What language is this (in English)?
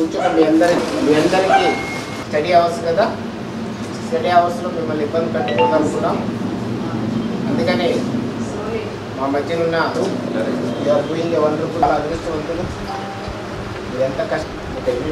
Telugu